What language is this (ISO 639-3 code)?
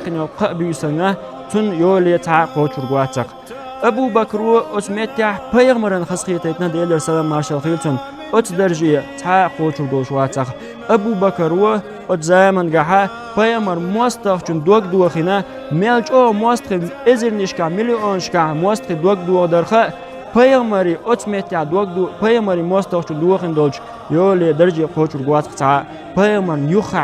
che